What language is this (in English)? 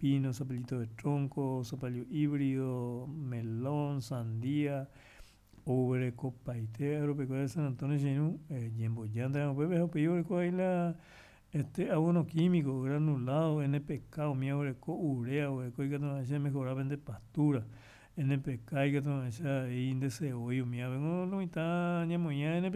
Guarani